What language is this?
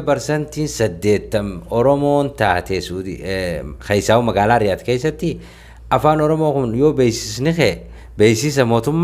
Oromo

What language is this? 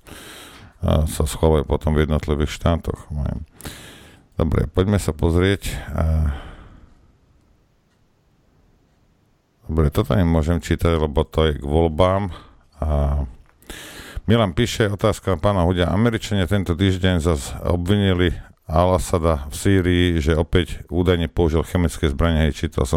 Slovak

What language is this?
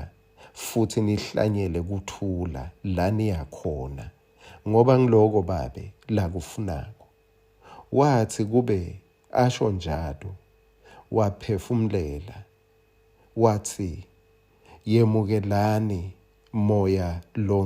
Swati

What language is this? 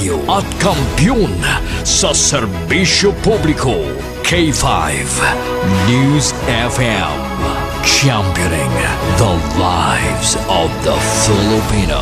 Hiligaynon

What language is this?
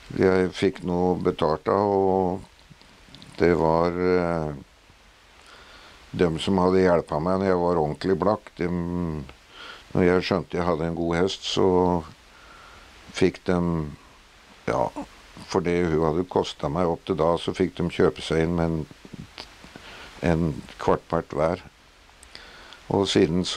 Norwegian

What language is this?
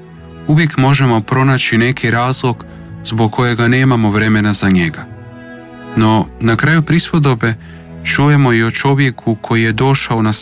Croatian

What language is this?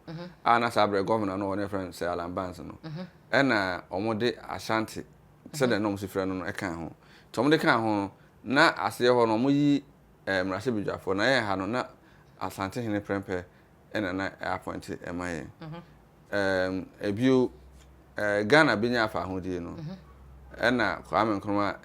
Akan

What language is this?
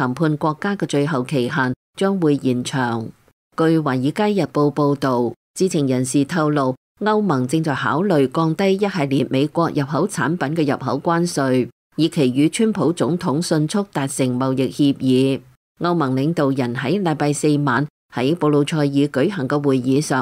Cantonese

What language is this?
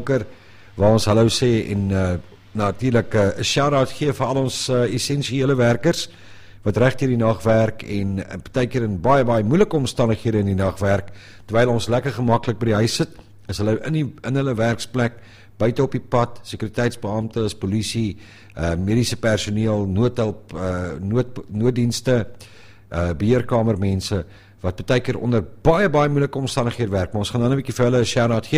Afrikaans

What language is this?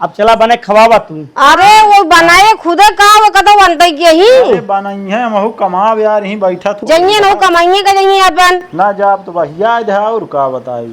Awadhi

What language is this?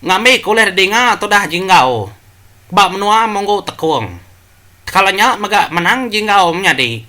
Iban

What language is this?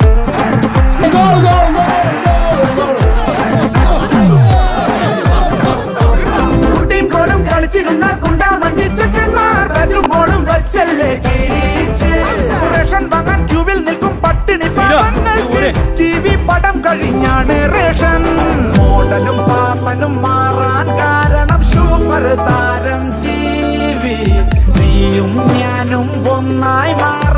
Malayalam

